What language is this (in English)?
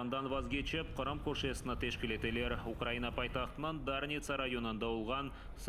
Crimean Tatar